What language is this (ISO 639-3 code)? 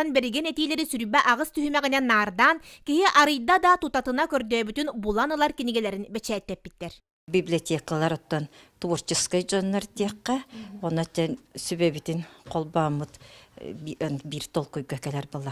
sah